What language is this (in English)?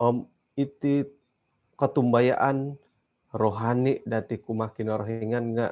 Central Dusun